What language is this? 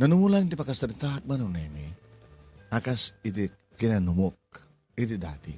Iloko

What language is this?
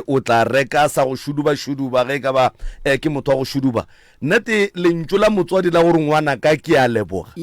Northern Sotho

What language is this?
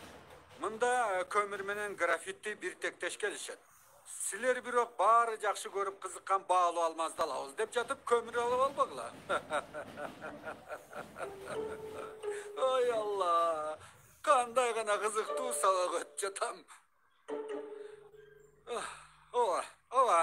Kyrgyz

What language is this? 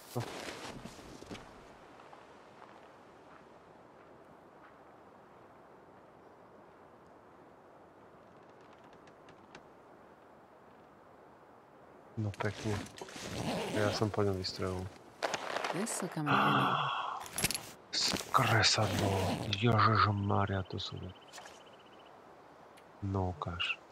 Slovak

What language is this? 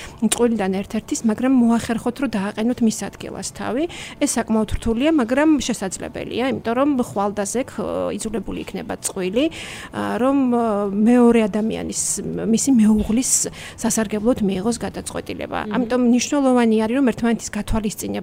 Georgian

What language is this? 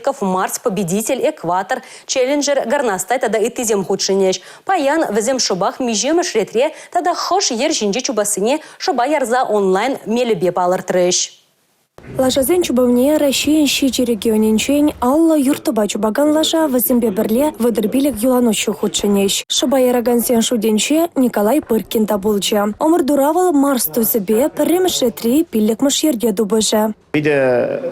Chuvash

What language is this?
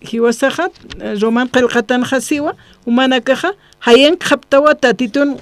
Aymara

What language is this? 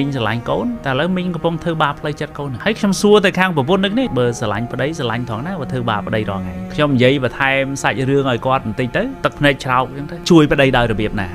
Khmer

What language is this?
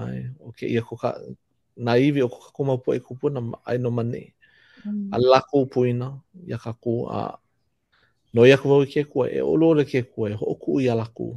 Hawaiian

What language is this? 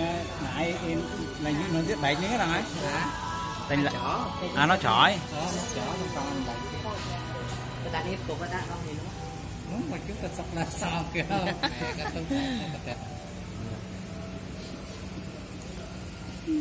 Vietnamese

